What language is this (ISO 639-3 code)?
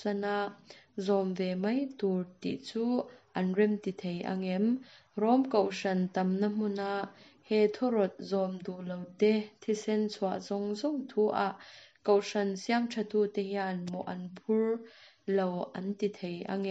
lus